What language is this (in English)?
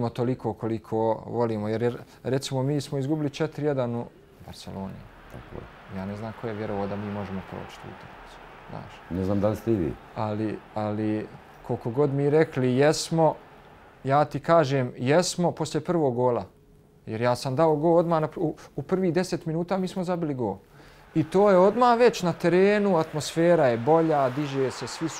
Bosnian